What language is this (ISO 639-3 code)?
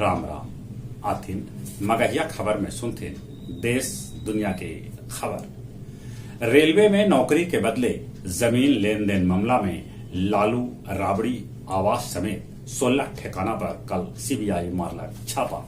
mag